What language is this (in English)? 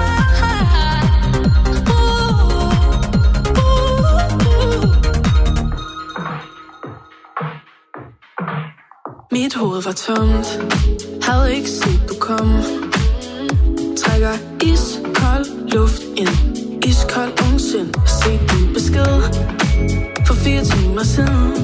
Danish